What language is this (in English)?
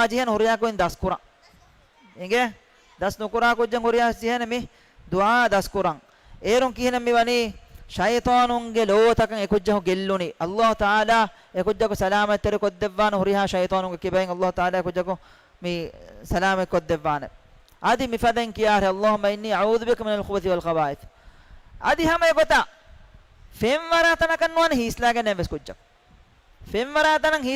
Divehi